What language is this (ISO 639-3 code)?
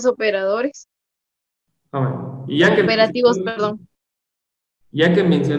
spa